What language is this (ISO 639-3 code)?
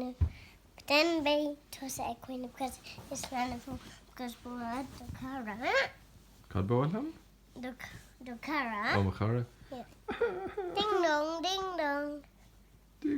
gle